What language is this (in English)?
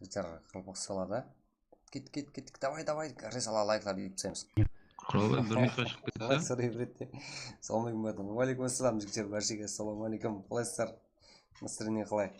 Kara-Kalpak